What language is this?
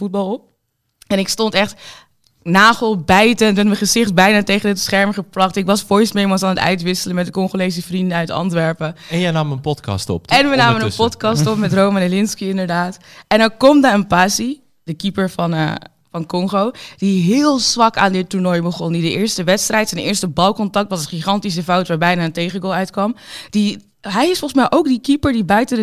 Dutch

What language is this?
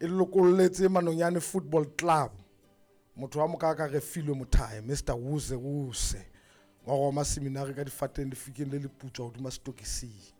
Southern Sotho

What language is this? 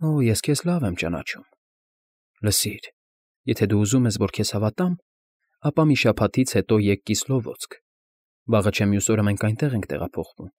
Armenian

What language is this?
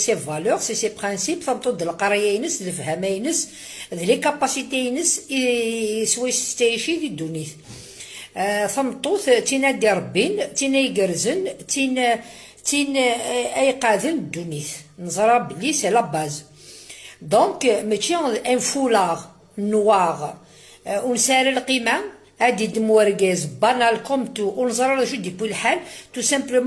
Kabyle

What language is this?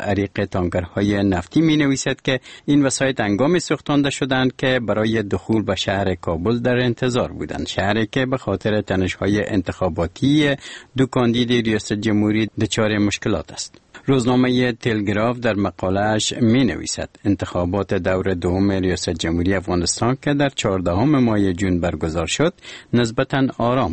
Persian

